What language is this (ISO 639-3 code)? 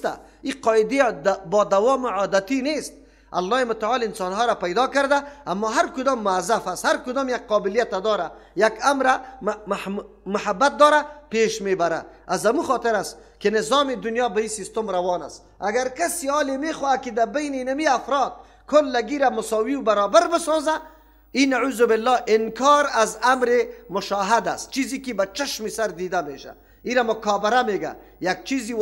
fas